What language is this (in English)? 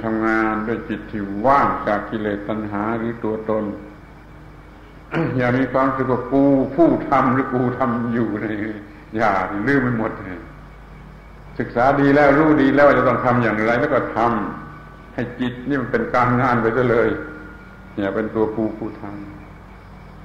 Thai